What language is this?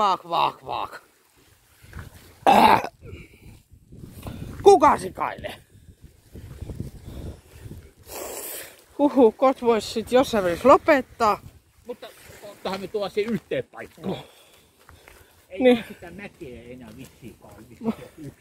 Finnish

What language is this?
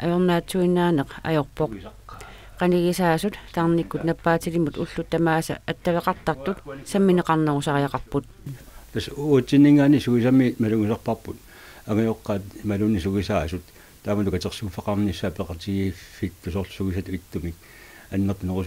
Kalaallisut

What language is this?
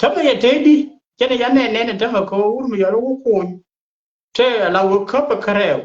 Nuer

